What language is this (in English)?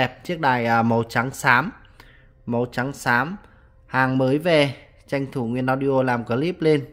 Vietnamese